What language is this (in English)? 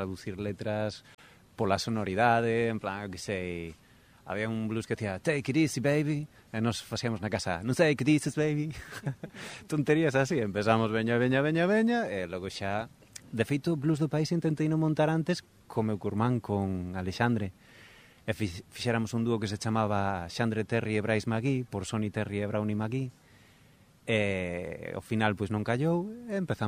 Galician